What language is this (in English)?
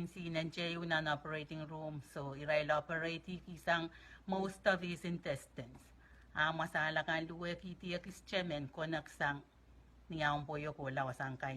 Pohnpeian